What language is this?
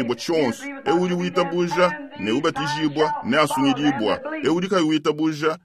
Luba-Lulua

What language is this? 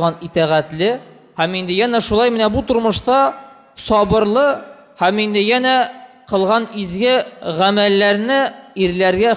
Tatar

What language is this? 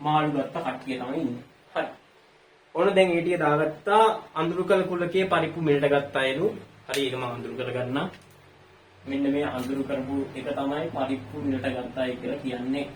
Sinhala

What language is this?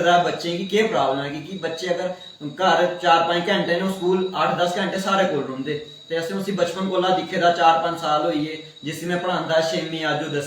Dogri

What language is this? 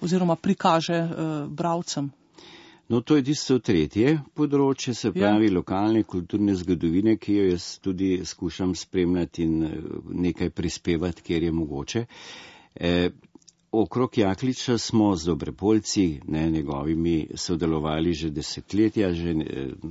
Slovenian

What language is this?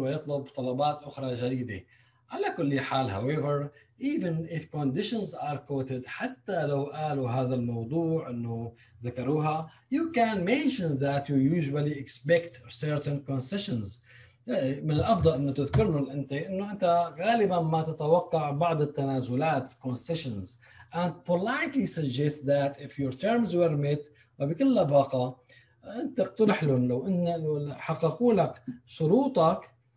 Arabic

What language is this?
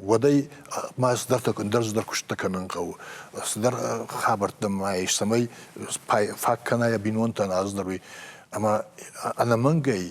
Ossetic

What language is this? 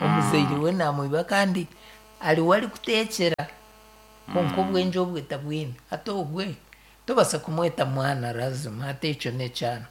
Nyankole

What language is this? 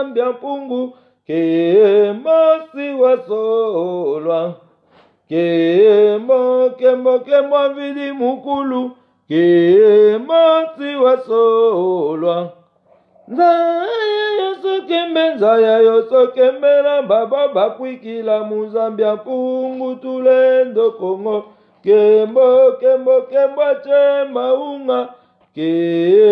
Lingala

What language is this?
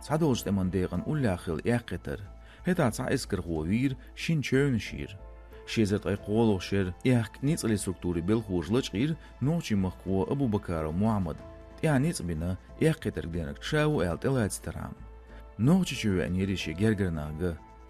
Chechen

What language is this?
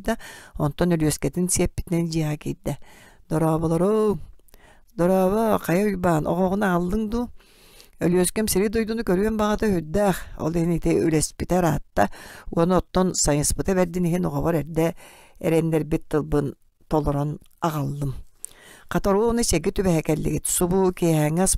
Yakut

